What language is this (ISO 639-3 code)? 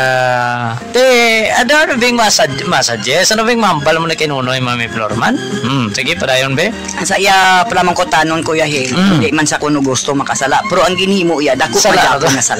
hil